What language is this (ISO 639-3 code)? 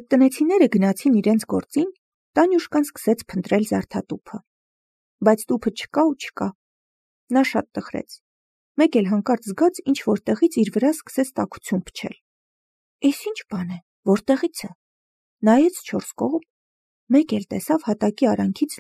hye